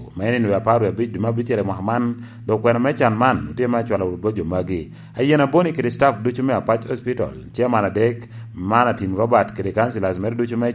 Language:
Lango (Uganda)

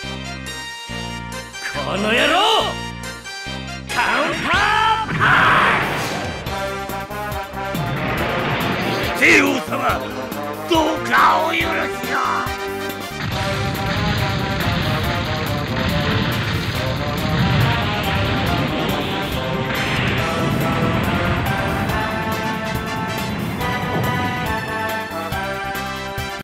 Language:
Japanese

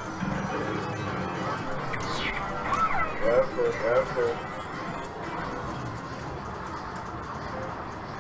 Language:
English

